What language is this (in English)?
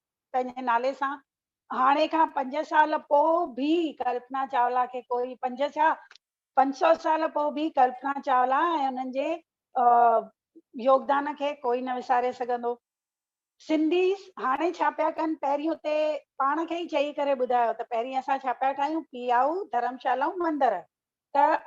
Sindhi